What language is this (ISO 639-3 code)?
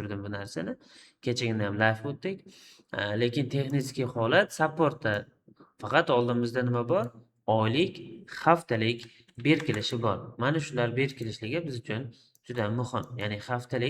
uzb